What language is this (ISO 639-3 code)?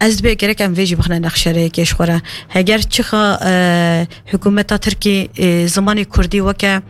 kur